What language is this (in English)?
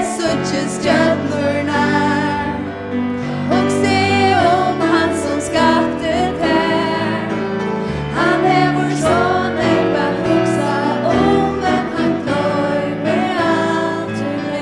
Faroese